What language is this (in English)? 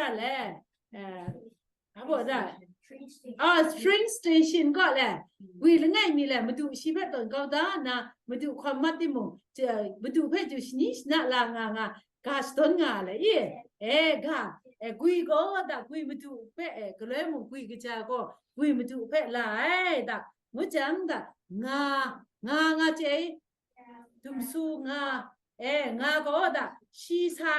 Kachin